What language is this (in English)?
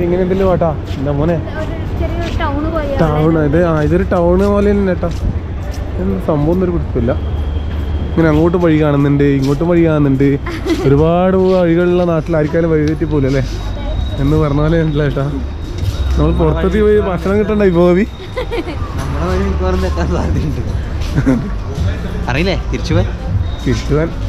Malayalam